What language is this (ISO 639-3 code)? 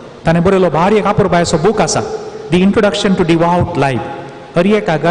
kok